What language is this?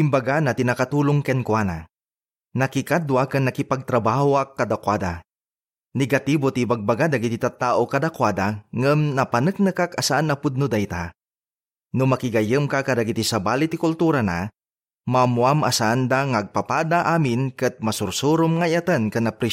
Iloko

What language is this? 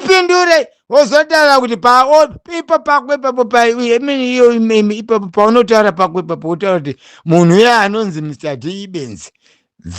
Shona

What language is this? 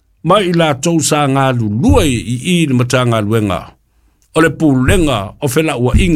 Samoan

